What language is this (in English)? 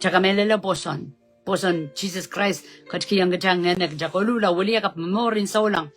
Pohnpeian